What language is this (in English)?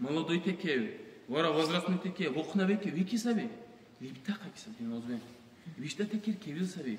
Dargwa